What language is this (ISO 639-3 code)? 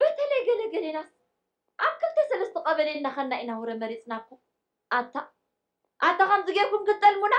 tir